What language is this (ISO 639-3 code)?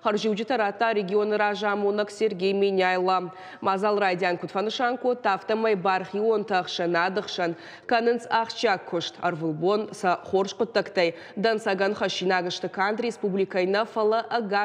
oss